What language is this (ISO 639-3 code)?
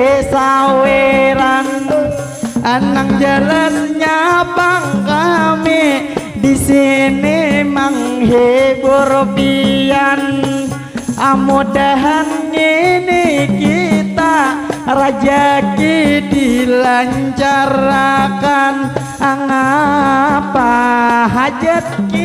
bjn